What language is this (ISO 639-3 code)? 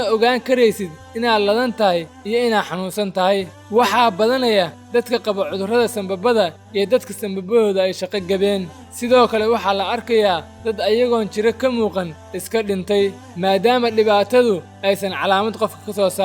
som